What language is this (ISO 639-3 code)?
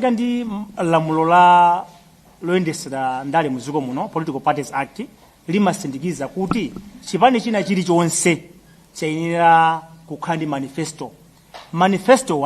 nya